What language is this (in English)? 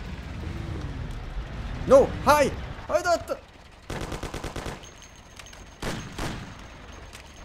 Romanian